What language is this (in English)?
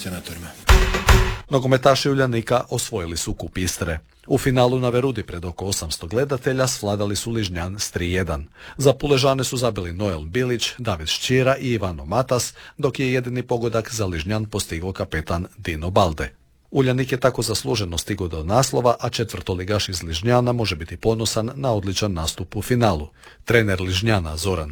Croatian